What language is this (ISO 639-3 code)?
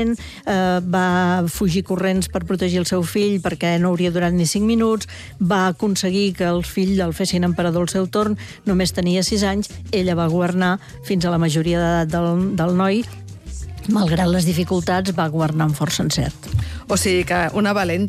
cat